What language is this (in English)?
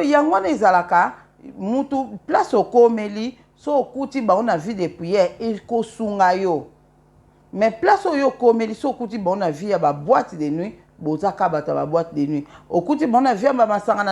Lingala